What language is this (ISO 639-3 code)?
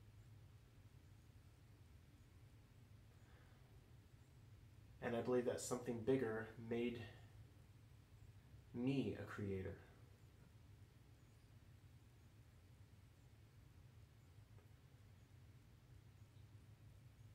eng